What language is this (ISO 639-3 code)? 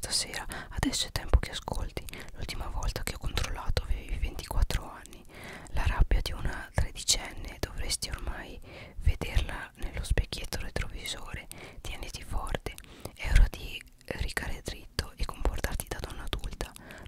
ita